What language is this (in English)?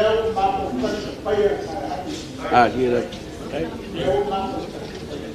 Samoan